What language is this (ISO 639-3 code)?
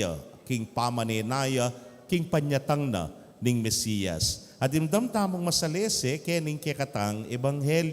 pam